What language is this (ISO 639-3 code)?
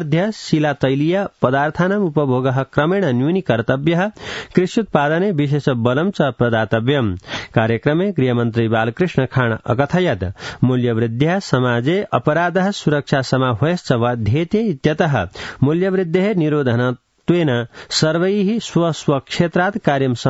san